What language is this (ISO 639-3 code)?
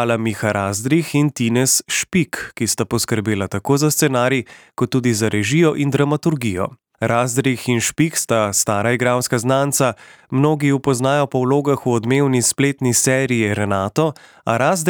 slv